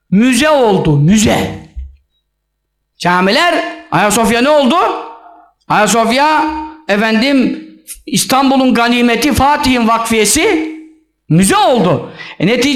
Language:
Turkish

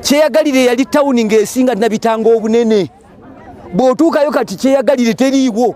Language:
Ganda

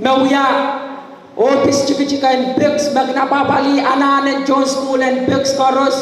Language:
Pohnpeian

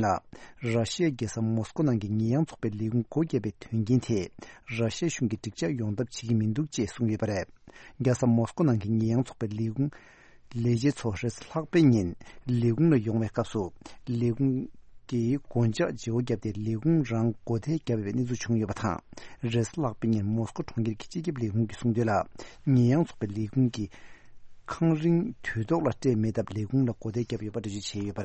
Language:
Tibetan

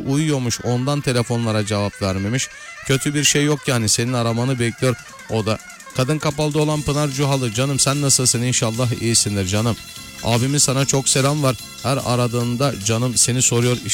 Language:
Turkish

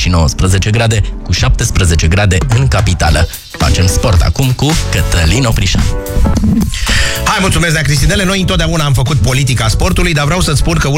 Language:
Romanian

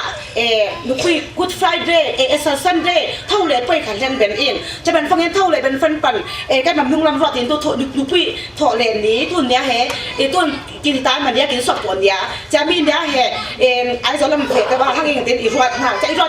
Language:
Falam Chin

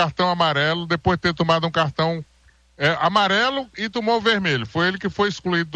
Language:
Portuguese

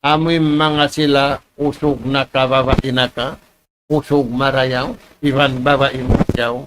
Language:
Tausug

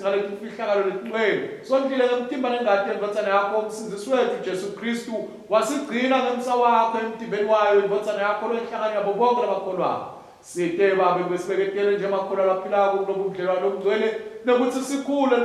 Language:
Swati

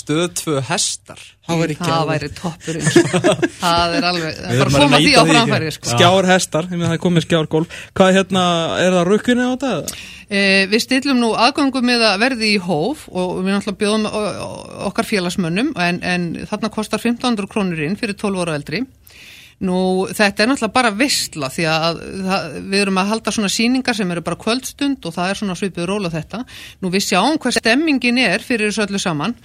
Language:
Icelandic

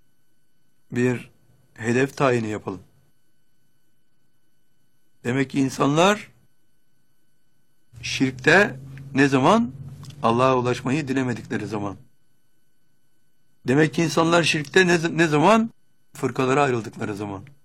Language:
Turkish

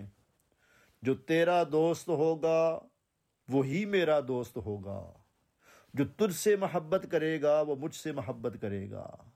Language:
Urdu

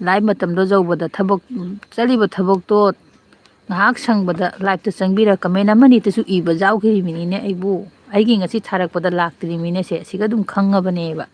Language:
Manipuri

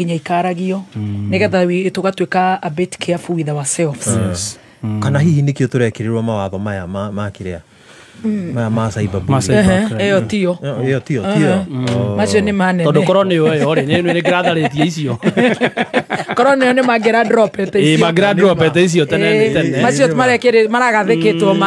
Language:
Kikuyu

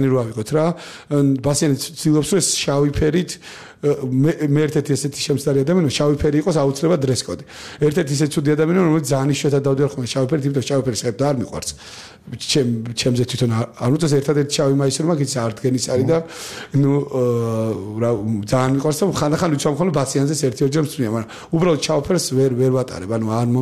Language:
Georgian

